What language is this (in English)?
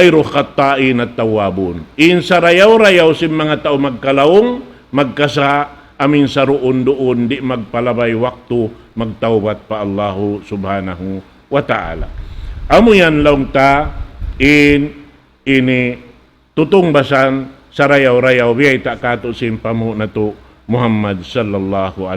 Tausug